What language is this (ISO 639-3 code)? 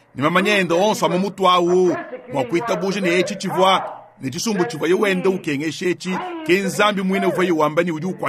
lua